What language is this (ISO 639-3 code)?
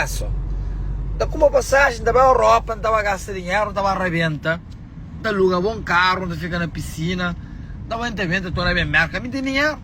kea